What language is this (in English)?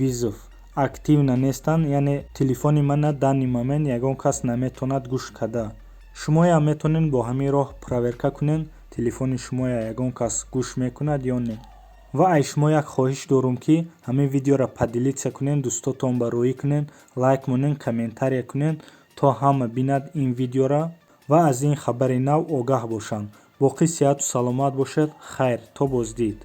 Tajik